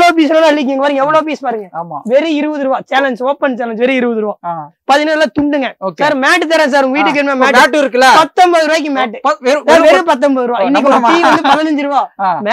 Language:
Tamil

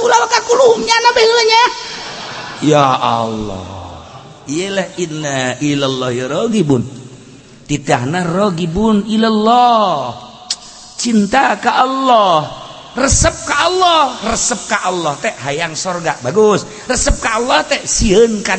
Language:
Sundanese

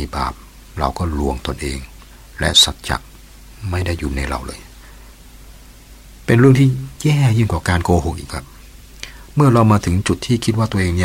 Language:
Thai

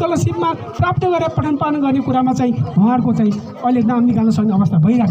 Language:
Nepali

